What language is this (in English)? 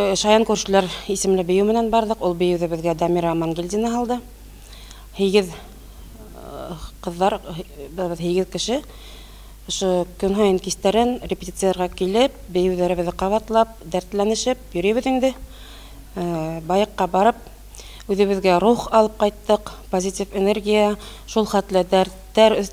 Bashkir